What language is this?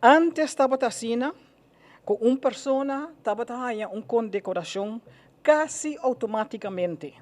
Papiamento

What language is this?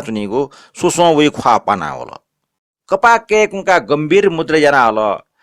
Newari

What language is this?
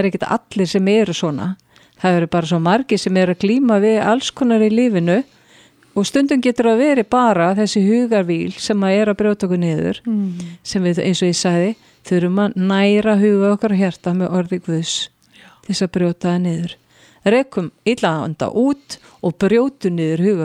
Icelandic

